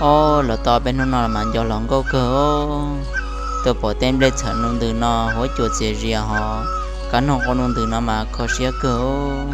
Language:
Hmong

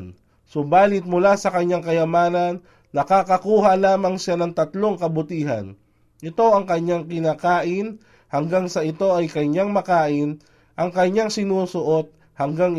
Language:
Filipino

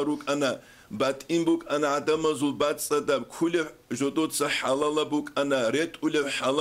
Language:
Avaric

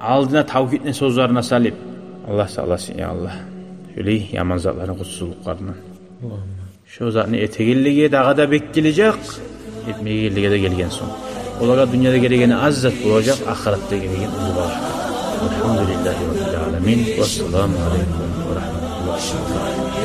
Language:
Kumyk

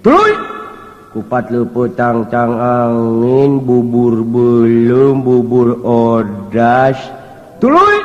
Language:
Sundanese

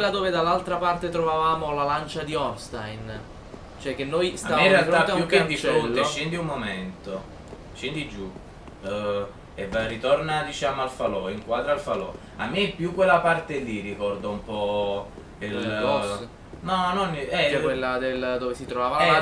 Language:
Italian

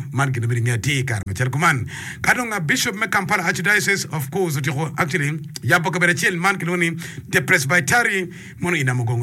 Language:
Acoli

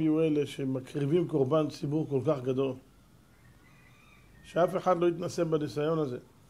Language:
Hebrew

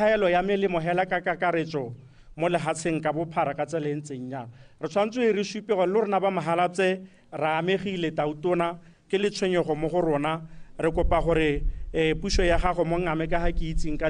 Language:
Tswana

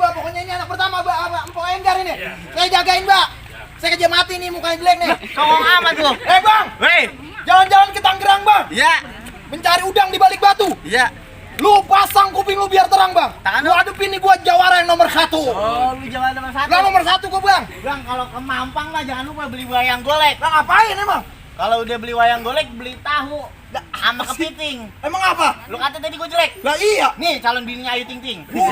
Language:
Betawi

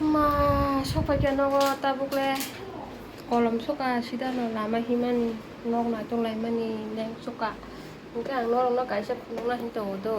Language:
Kok Borok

